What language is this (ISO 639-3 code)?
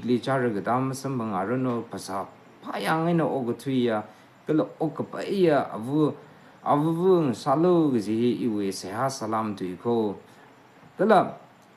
nmf